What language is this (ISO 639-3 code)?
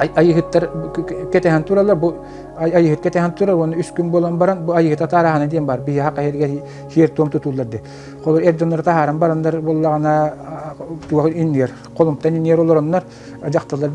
sah